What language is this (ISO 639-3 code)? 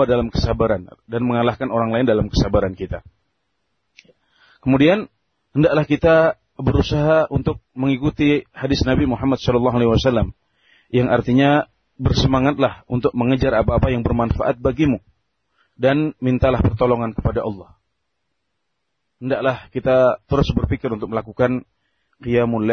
ind